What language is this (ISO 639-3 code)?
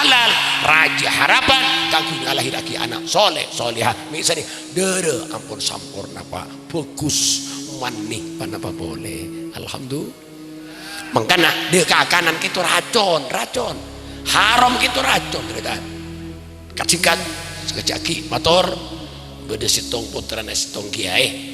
mad